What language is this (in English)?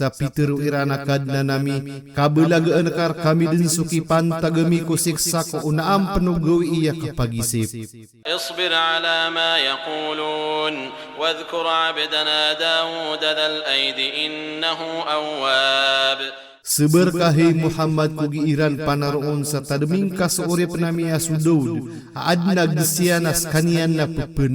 Maranao